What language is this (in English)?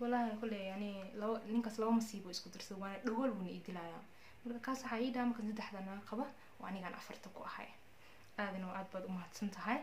Somali